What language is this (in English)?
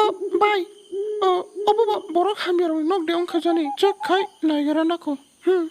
Kok Borok